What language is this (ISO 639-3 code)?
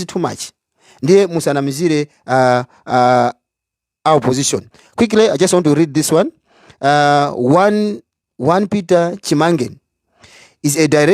nya